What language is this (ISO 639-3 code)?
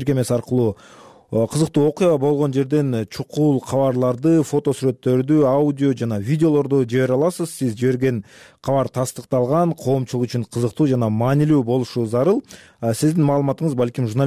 kir